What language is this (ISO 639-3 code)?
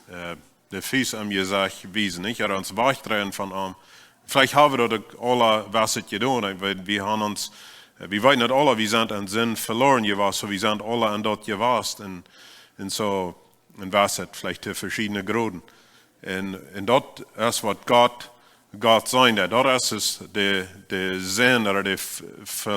pdt